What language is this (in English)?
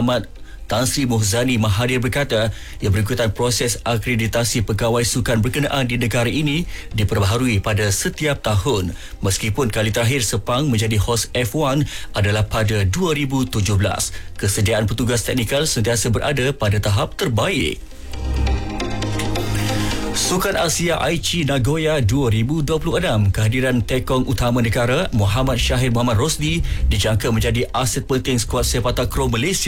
Malay